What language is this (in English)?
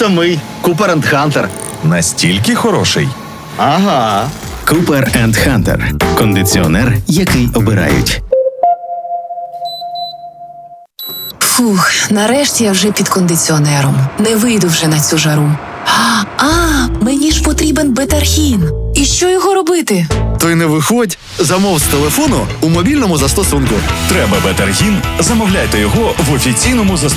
Ukrainian